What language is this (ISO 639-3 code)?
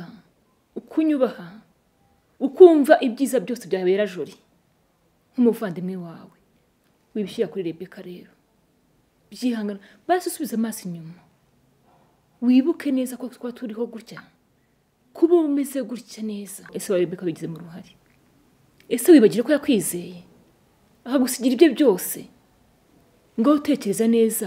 kin